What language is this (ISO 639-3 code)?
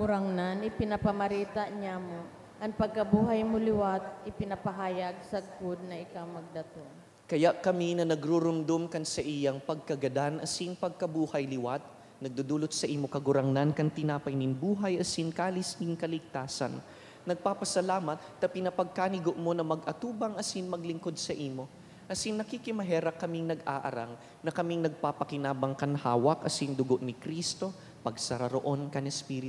bik